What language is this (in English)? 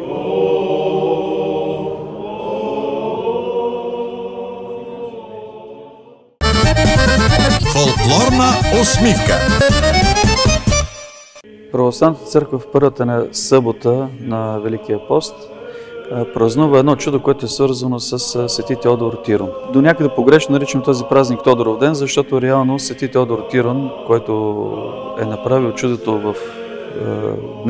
Bulgarian